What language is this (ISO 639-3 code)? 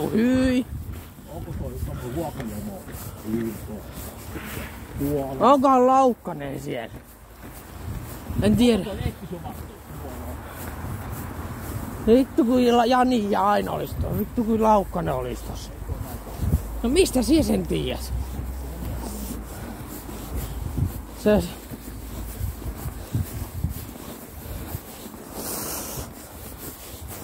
fin